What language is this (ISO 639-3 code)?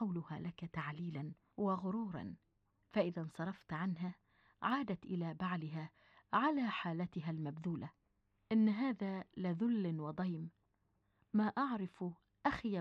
afb